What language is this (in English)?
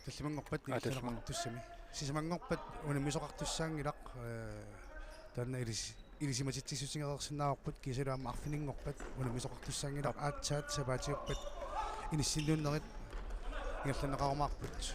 Kalaallisut